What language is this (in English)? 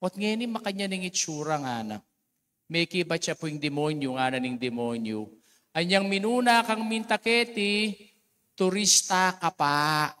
Pampanga